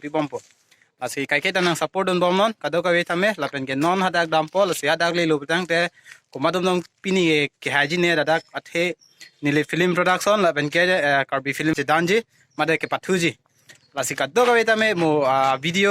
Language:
Karbi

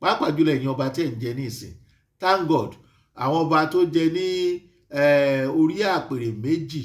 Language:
Yoruba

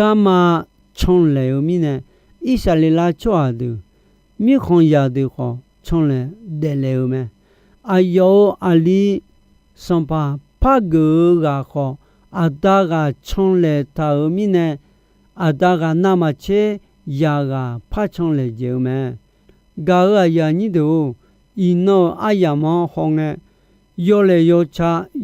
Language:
Akha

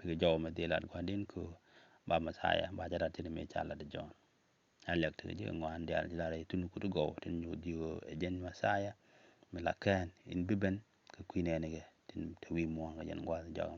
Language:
Nuer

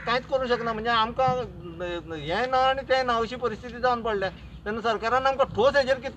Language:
Konkani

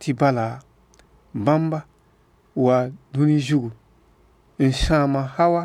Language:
Mossi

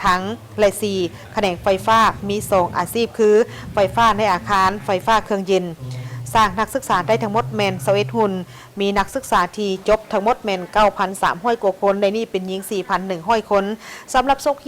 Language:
Lao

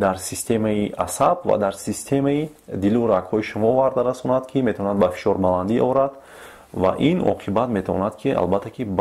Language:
Tajik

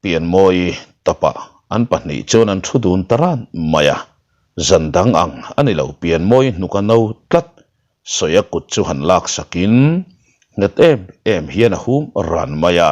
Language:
Mizo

